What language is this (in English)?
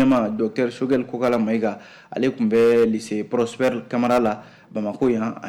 Bambara